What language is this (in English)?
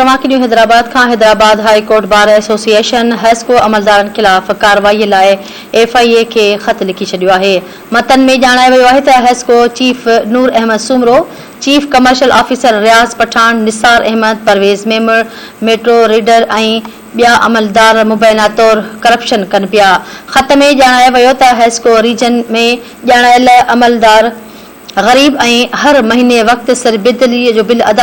Sindhi